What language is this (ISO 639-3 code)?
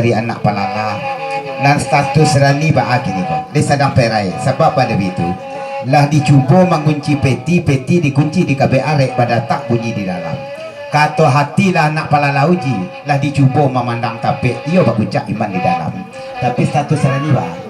min